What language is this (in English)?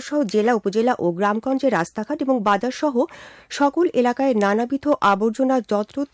Bangla